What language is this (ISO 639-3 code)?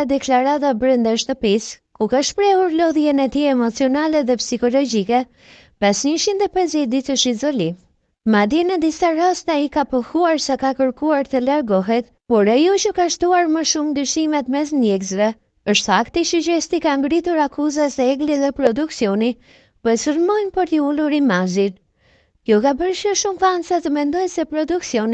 sqi